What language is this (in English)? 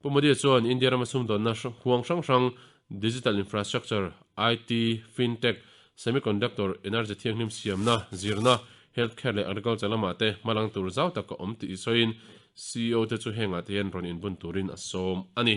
Mizo